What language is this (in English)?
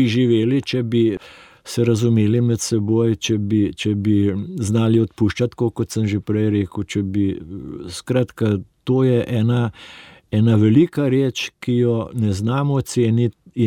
Slovenian